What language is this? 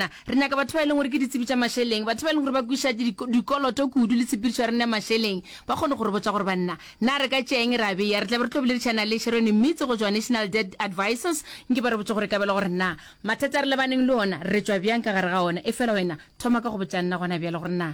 Northern Sotho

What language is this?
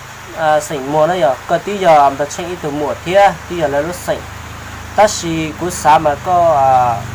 Hmong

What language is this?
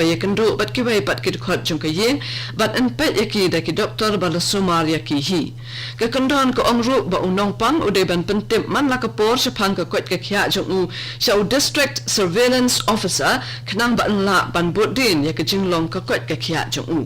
Khasi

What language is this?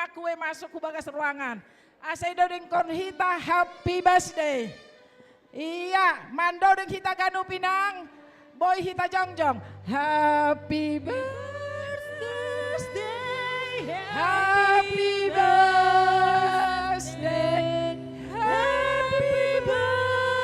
Batak Simalungun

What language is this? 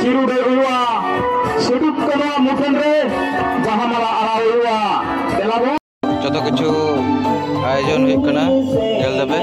Santali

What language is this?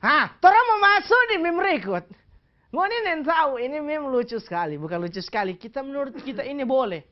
Manado Malay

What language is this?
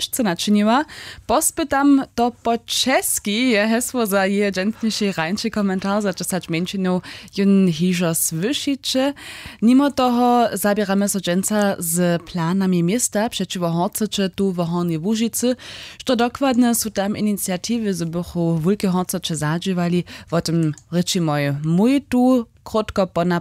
Upper Sorbian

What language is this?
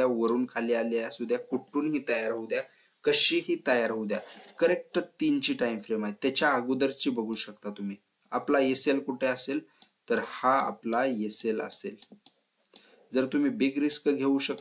Marathi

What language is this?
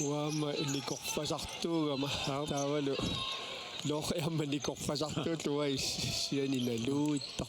Kalaallisut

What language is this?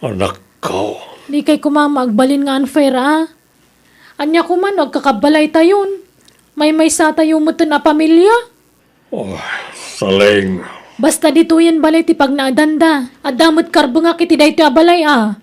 Iloko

